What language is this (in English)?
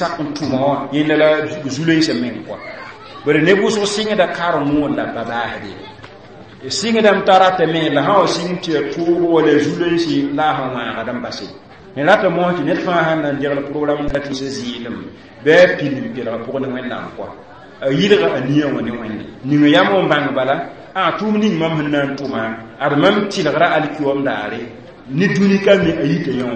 Mossi